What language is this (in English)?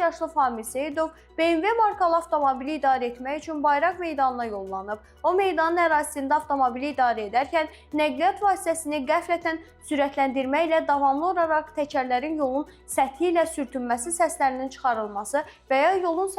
Azerbaijani